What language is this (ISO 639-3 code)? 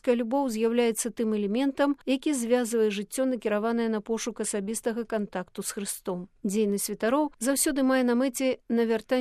bel